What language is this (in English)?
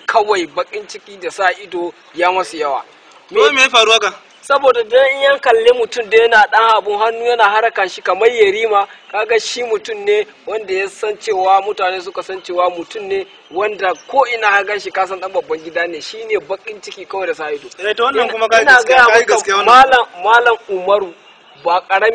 Hausa